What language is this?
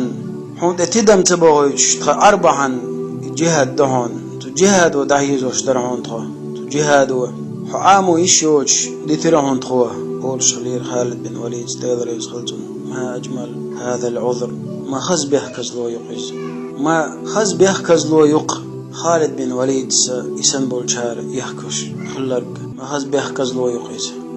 Chechen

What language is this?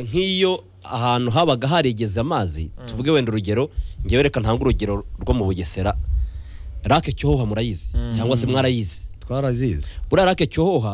Kinyarwanda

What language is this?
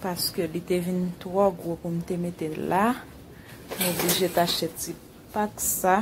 Haitian Creole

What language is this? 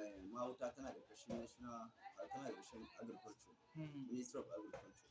Hausa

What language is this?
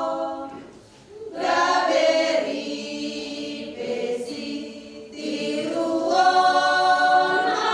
Batak Toba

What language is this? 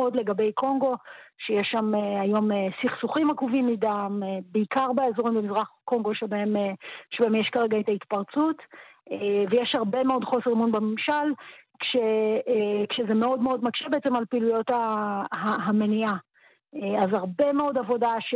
Hebrew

